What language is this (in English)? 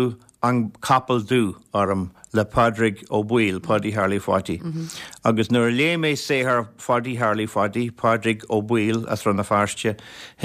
Irish